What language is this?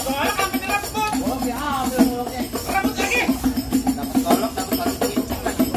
Betawi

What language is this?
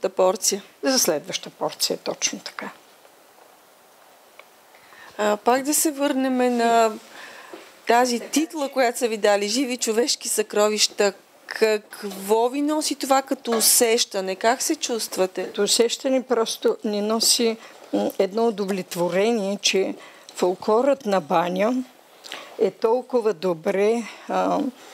Bulgarian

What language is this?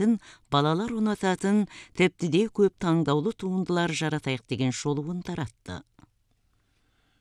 Kazakh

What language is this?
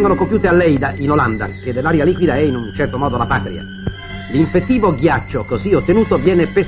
Italian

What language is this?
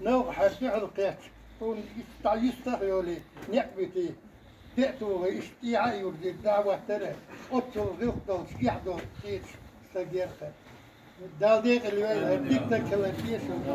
Chechen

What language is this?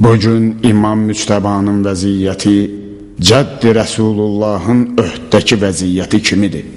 Azerbaijani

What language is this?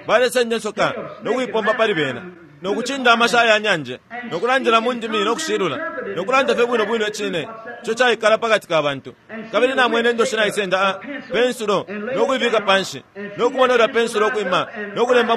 Bemba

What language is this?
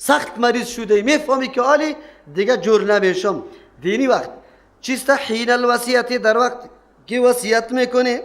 Persian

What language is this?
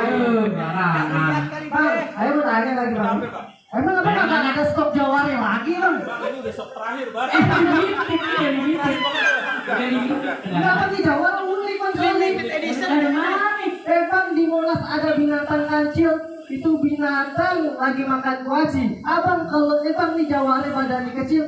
Betawi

